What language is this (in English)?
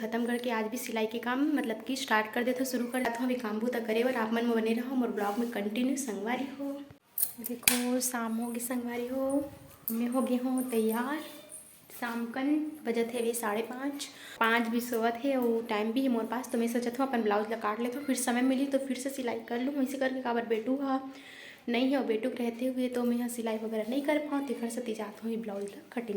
Chhattisgarhi